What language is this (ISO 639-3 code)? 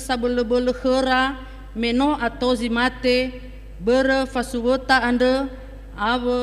nia